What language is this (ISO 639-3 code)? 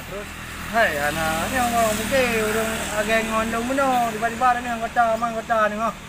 ace